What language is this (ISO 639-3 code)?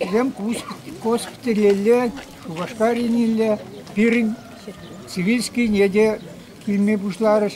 chv